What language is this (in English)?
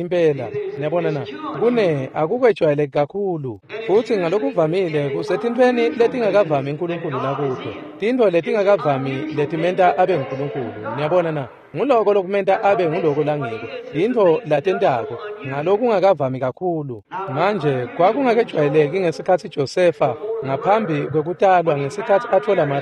Swati